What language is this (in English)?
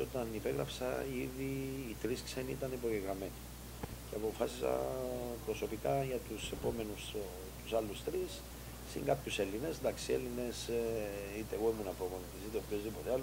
Greek